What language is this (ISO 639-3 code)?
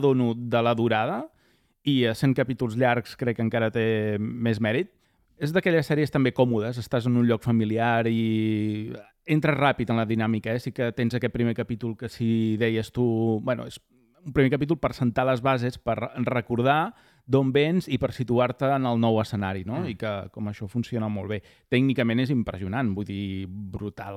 cat